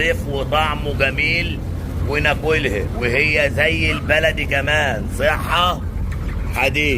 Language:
Egyptian Arabic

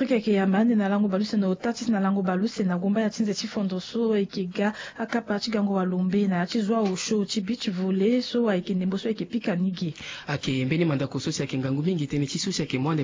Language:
Sango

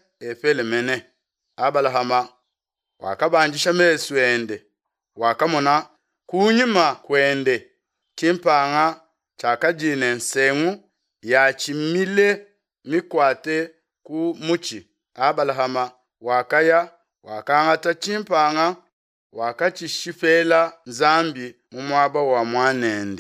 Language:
Luba-Lulua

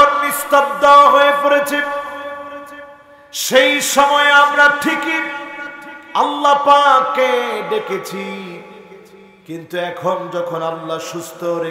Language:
Bangla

